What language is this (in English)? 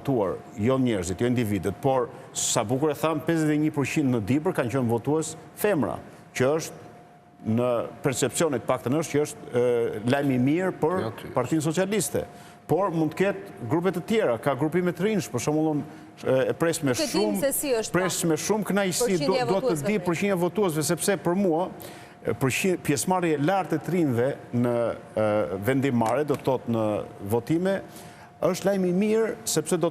Albanian